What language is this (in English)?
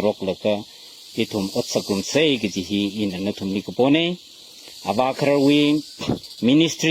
Tangkhul Naga (India)